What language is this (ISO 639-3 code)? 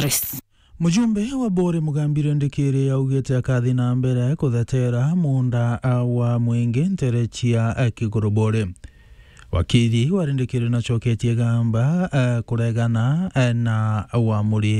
mer